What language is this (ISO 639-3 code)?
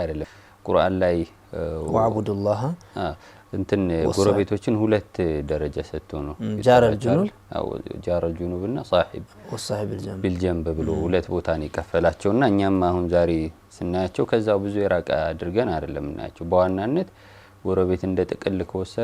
amh